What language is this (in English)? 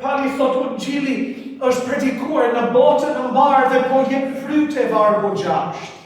Albanian